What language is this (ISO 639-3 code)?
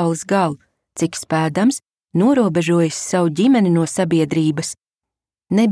lav